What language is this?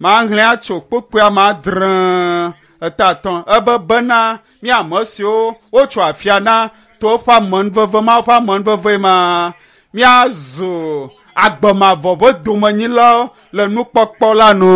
Ewe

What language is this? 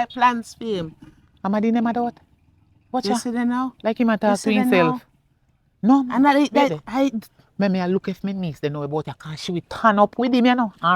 Jamaican Creole English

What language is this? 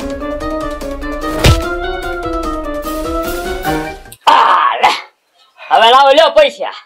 Gujarati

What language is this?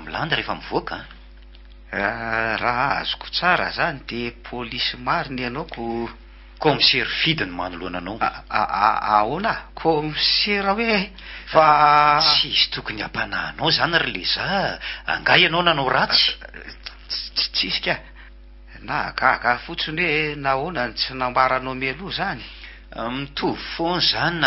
Malagasy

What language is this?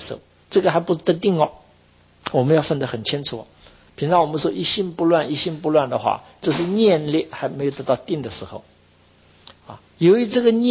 Chinese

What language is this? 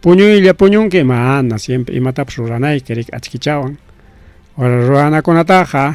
Ayacucho Quechua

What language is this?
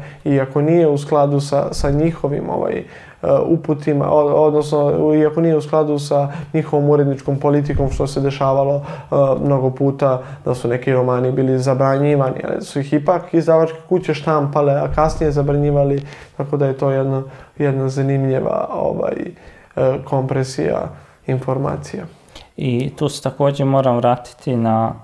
Serbian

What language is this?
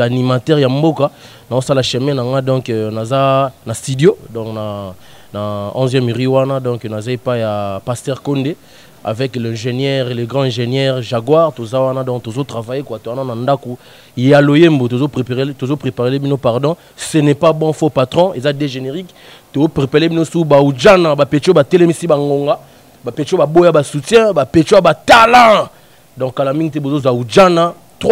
Lingala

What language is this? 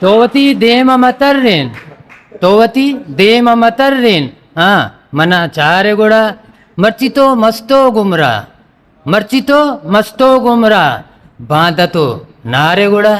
Eastern Balochi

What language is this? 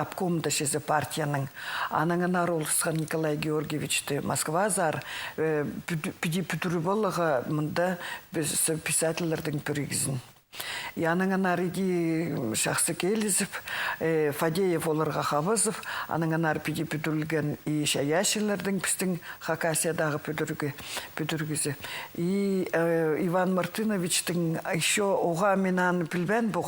Khakas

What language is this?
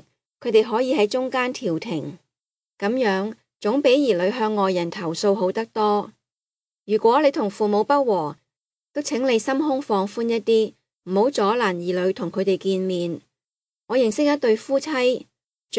Cantonese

